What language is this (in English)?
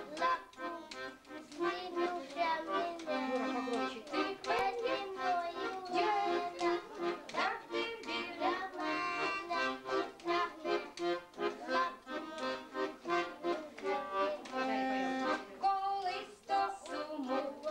Ukrainian